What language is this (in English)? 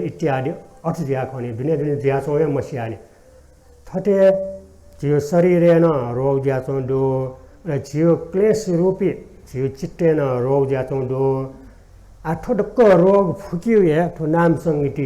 Newari